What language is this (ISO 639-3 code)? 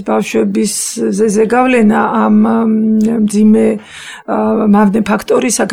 kat